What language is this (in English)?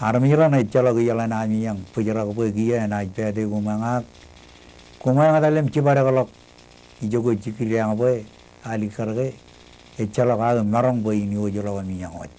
Marshallese